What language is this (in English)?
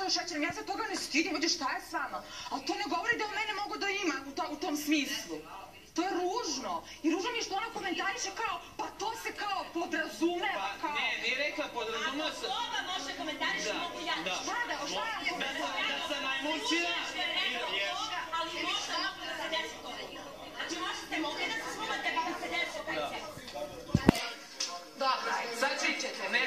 Serbian